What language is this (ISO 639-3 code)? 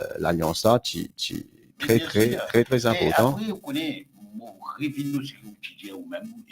mfe